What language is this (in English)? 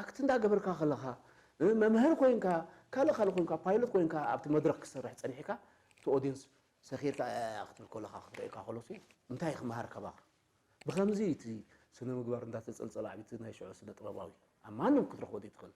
Tigrinya